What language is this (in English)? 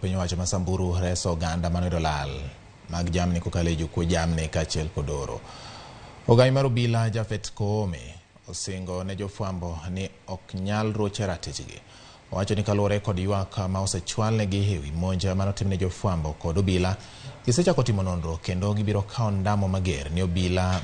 Luo (Kenya and Tanzania)